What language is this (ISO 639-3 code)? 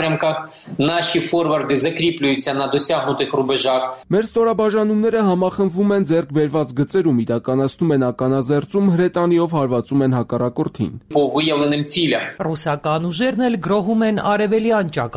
hye